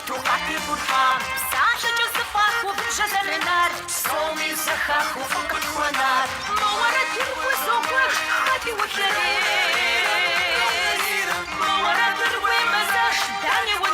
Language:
Kabardian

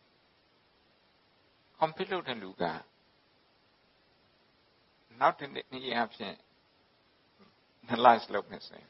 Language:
Burmese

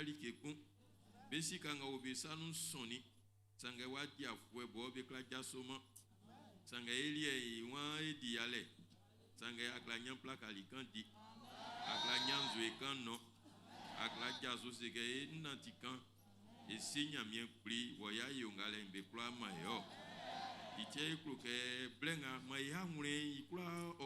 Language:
Baoulé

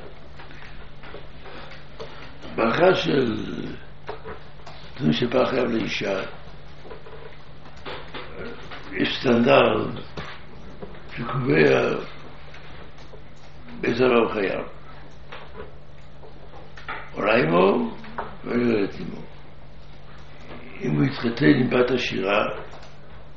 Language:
Hebrew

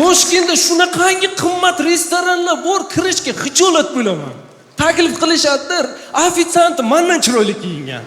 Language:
Uzbek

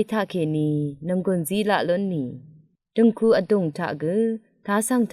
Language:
Rawang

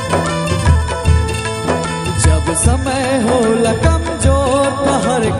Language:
Bhojpuri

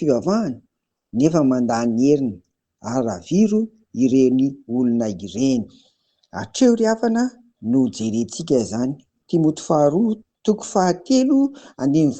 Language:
Malagasy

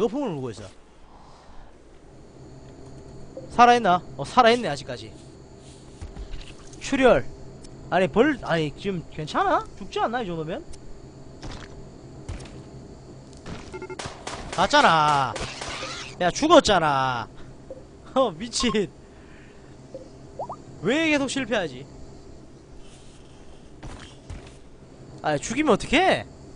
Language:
Korean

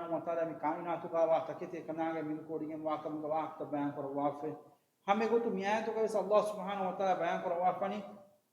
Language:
Divehi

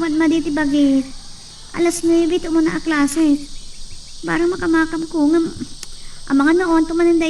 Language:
Iloko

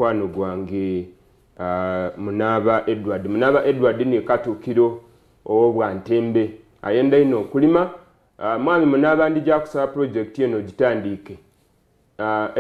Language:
Soga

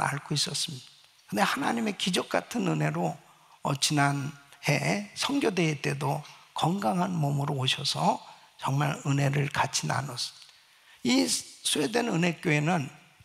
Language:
Korean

